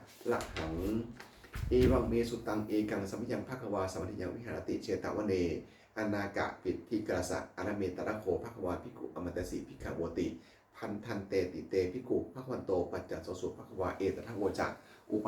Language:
Pali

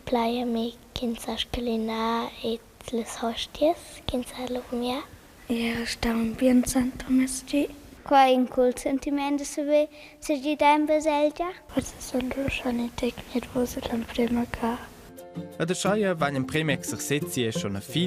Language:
Romansh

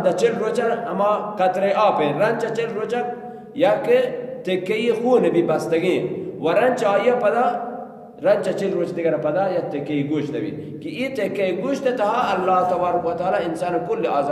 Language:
Baluchi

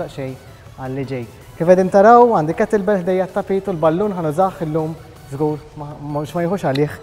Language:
Maltese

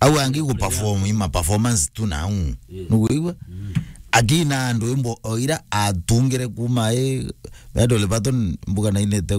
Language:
Meru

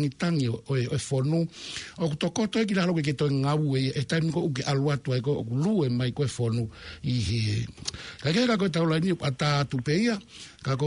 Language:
Tongan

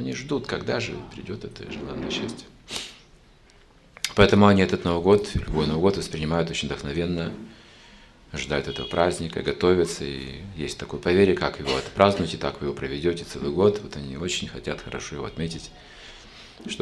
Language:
Russian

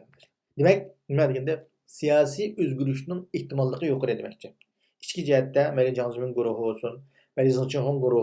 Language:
Uyghur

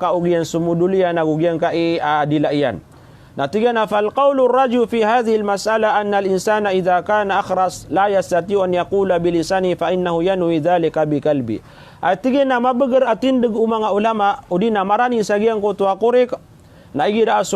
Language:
Maranao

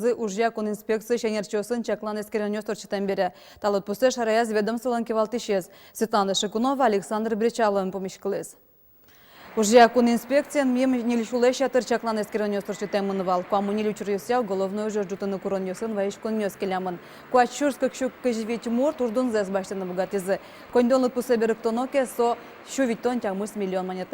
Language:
Udmurt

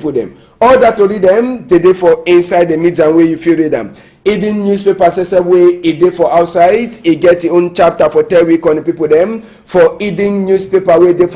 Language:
Cameroon Pidgin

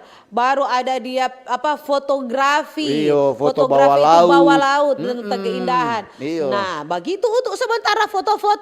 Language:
Manado Malay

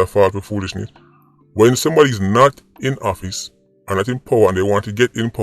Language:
Jamaican Creole English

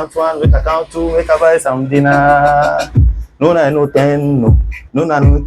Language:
Ewe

